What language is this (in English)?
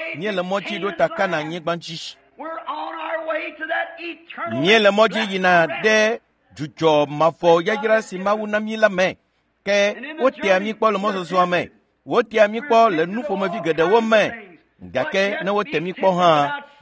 Ewe